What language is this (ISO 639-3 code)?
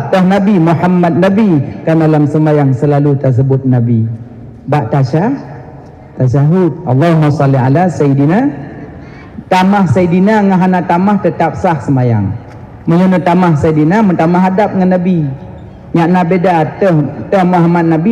ace